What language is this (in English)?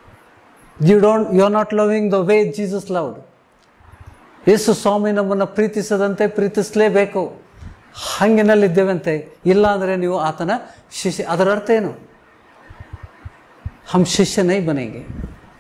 Kannada